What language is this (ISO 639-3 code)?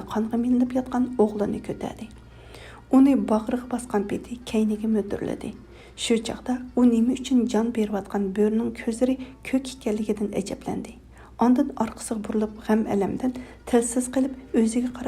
uig